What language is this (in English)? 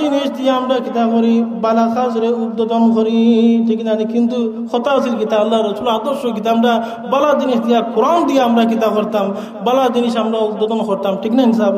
Sylheti